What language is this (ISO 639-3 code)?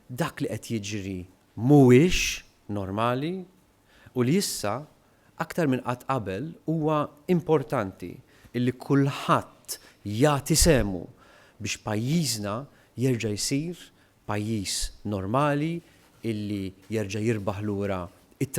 mlt